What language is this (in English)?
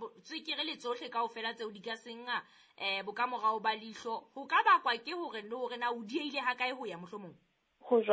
Southern Sotho